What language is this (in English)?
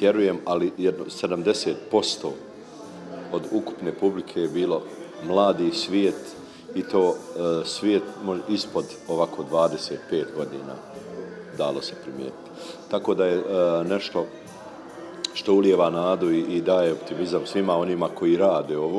Serbian